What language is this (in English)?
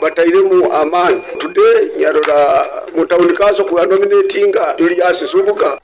Nyoro